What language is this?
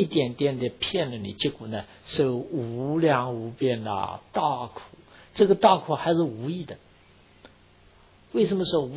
Chinese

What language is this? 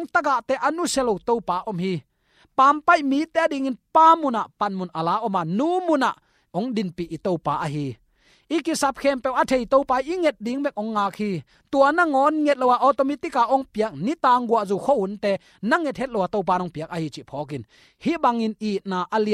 Tedim Chin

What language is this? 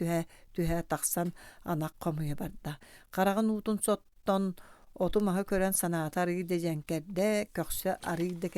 Yakut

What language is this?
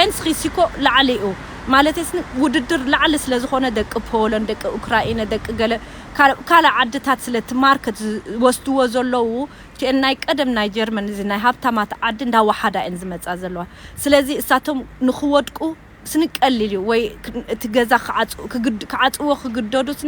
Tigrinya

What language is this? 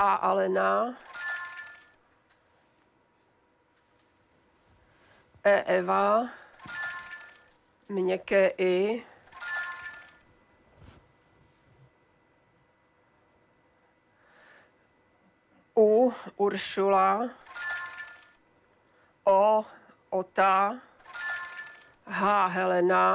Czech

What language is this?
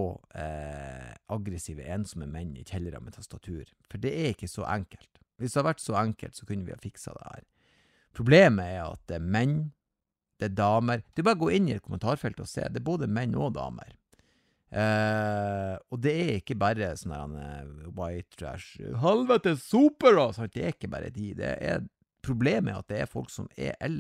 Norwegian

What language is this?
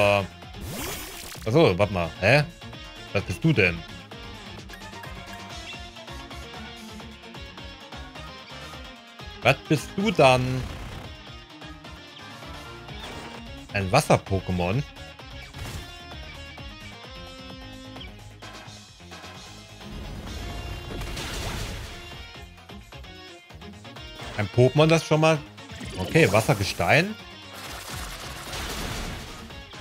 German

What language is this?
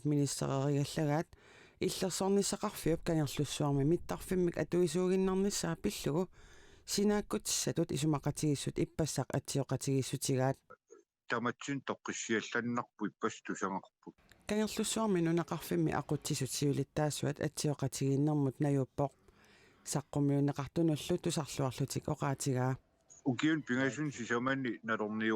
Kalaallisut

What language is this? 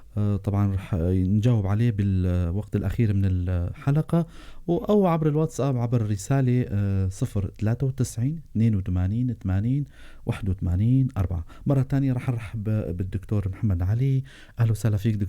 North Levantine Arabic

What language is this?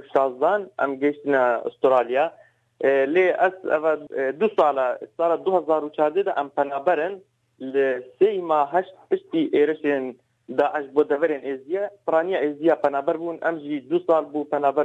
Kurdish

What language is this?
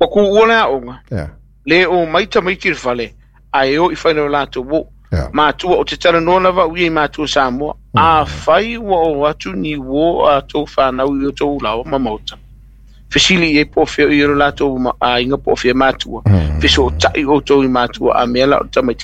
Samoan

